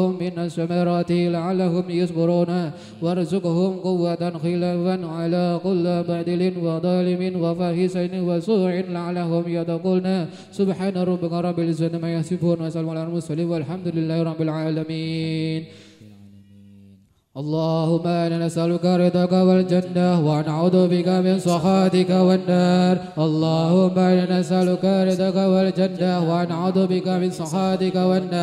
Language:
Arabic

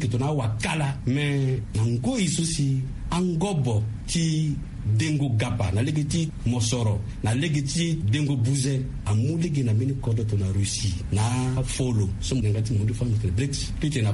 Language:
Sango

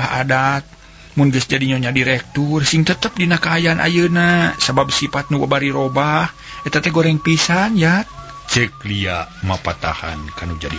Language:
Sundanese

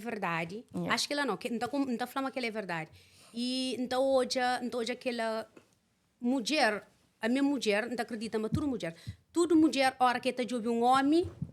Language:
Kabuverdianu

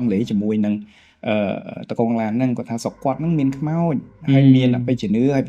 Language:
Khmer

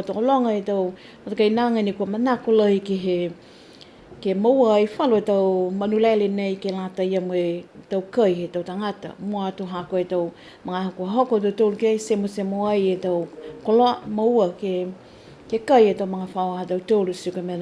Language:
Niuean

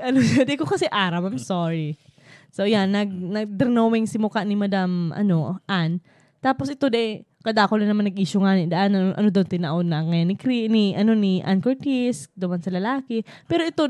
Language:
Bikol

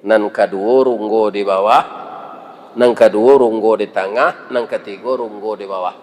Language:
Minangkabau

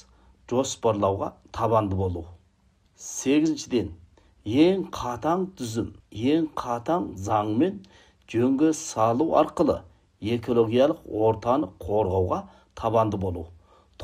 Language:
Kazakh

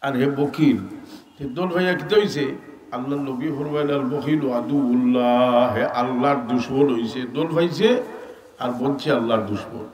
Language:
Sylheti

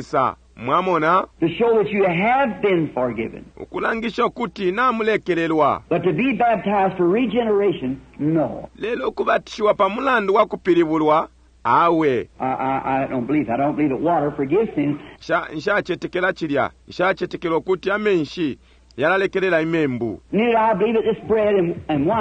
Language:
Bemba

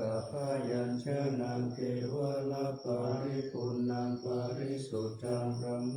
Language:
Pali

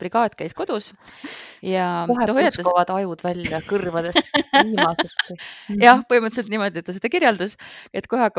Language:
Estonian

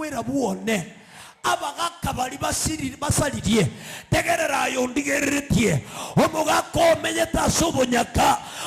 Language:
Gusii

